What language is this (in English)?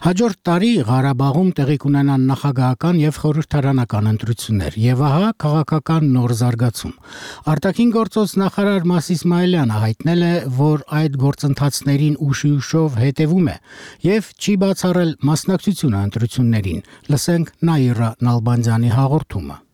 Armenian